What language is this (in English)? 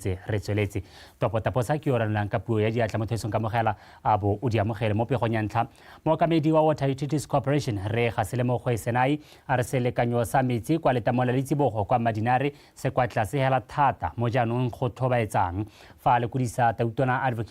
Tswana